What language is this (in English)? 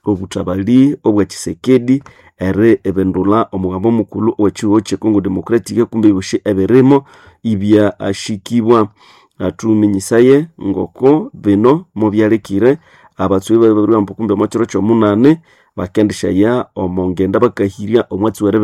Nande